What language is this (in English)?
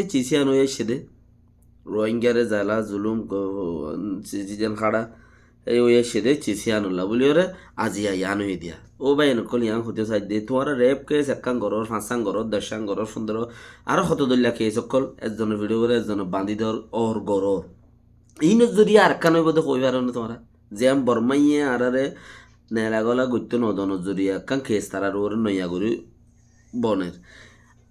Rohingya